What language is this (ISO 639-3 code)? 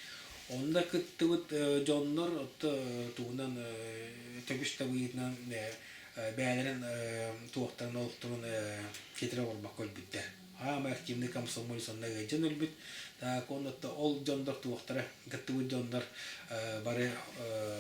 sah